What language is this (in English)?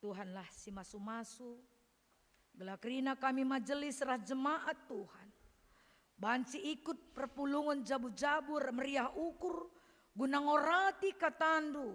Batak Karo